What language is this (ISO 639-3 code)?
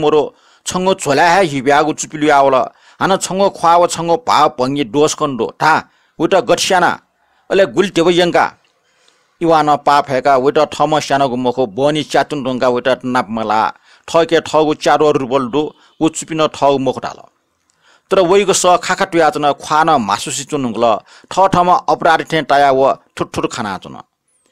new